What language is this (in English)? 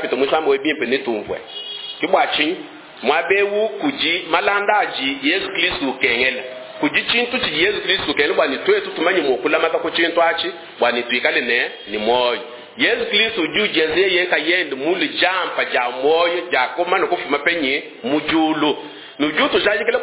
Luba-Lulua